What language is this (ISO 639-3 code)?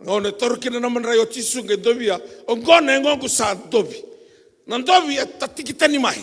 fij